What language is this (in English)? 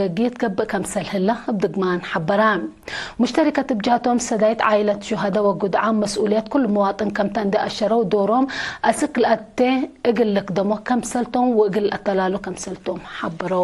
Tigre